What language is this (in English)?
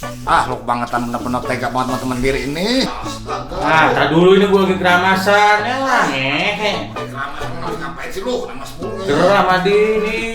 Betawi